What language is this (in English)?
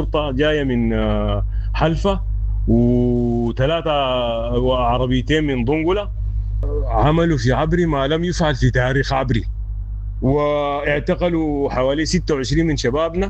Sudanese Arabic